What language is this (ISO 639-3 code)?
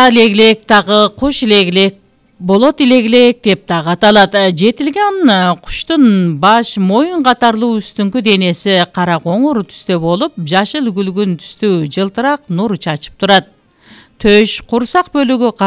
kir